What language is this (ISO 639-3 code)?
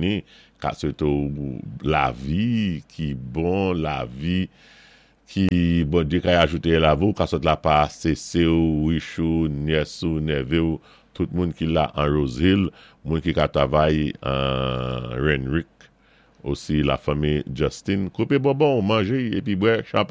acf